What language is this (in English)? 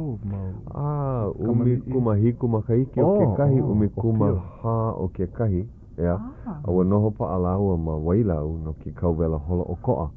Hawaiian